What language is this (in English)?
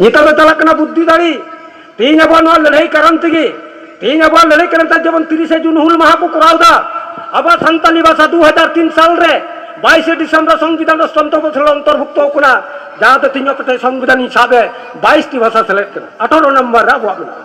Santali